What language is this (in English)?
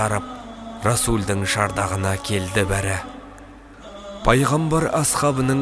Kazakh